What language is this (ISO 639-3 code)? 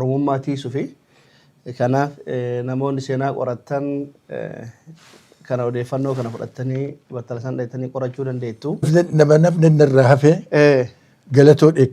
orm